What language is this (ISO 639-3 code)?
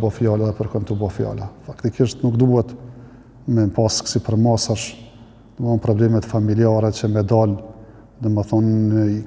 sqi